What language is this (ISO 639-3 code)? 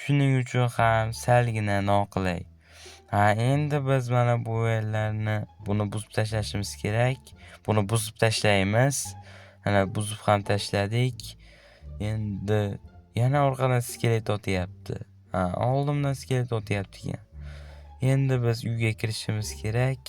uzb